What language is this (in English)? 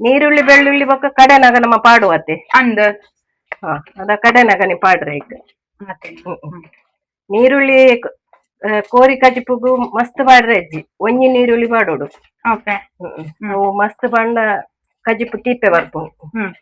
Tulu